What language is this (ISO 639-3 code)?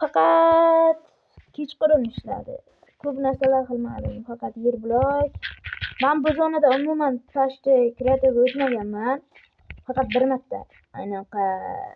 uzb